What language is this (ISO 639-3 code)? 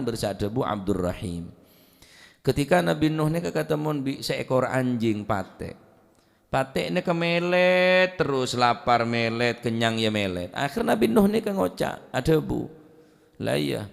mad